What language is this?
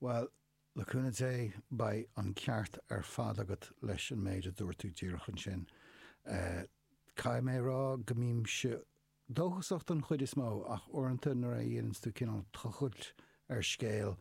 Irish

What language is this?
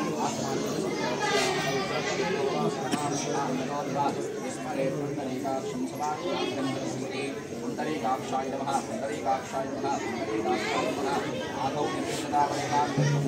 Telugu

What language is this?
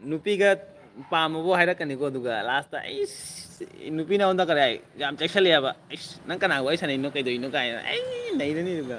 Manipuri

